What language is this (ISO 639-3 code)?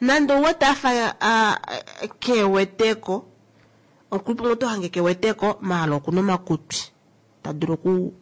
kua